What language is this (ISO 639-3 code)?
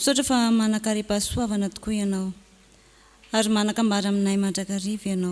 mlg